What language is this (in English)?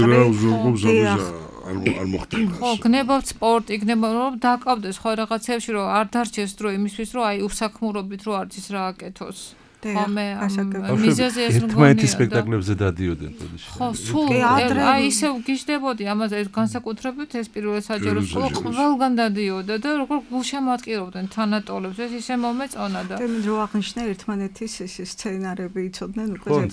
Georgian